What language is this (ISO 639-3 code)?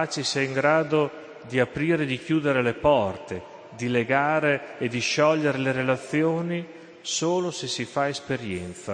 ita